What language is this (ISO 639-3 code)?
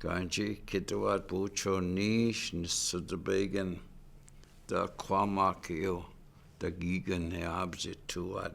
ciw